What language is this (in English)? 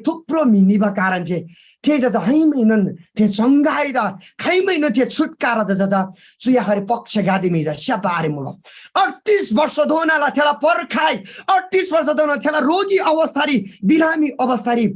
Eastern Tamang